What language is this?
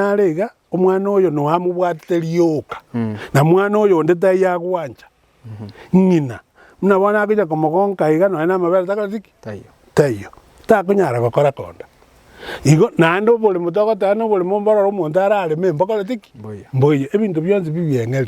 Gusii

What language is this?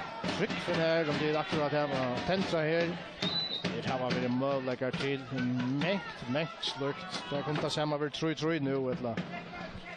Faroese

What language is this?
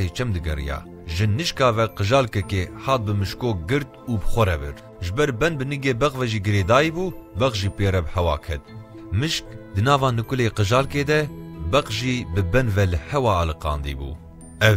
Kurdish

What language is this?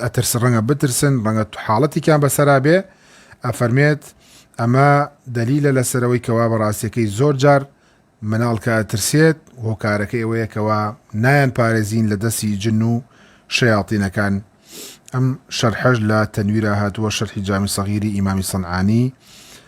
Central Kurdish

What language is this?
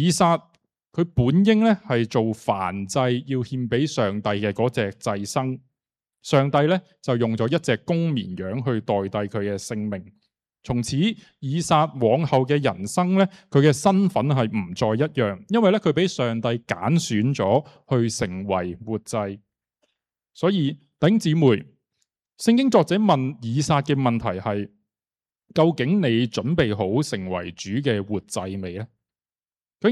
Cantonese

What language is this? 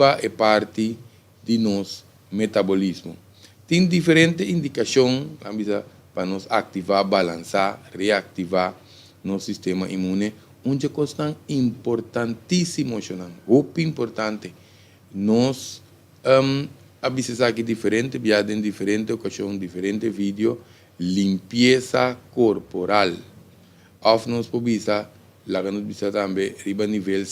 Papiamento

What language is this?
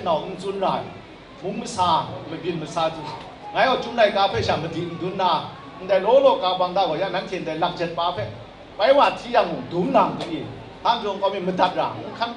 Kachin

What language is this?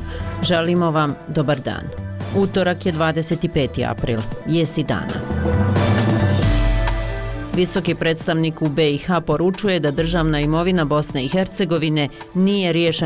Bosnian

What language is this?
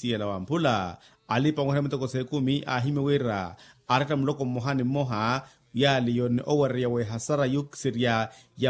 Makhuwa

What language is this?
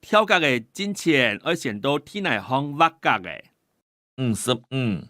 Hakka Chinese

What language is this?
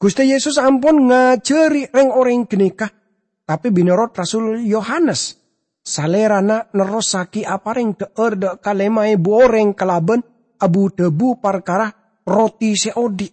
Madurese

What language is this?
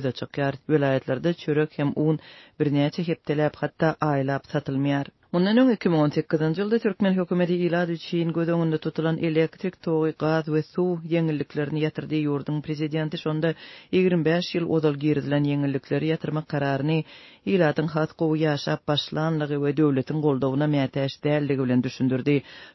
Turkmen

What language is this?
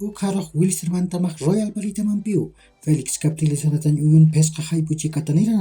Aymara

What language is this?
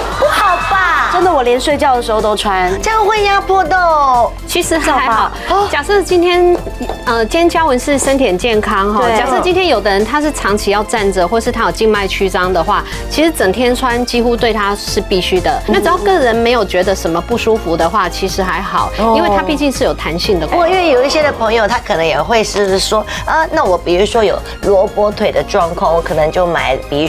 Chinese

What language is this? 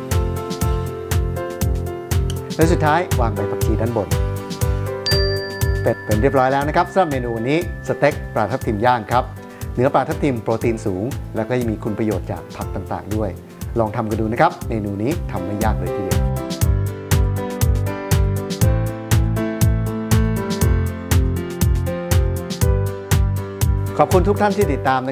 Thai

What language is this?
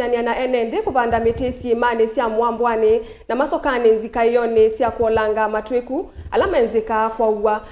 Kamba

